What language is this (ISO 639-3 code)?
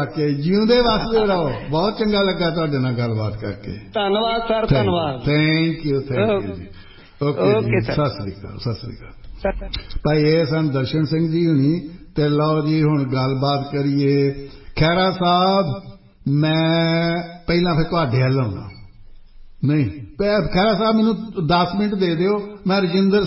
pan